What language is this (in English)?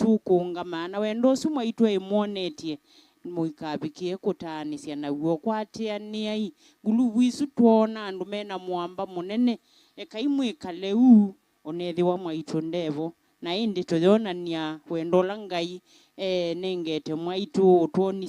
Kamba